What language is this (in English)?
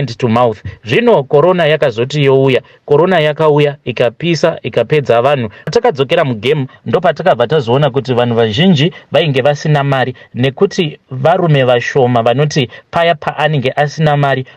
Shona